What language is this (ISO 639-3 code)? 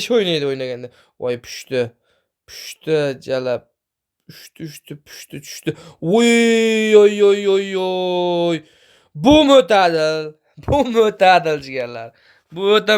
uzb